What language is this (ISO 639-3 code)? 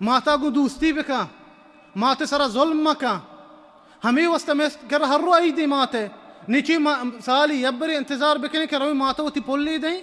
bal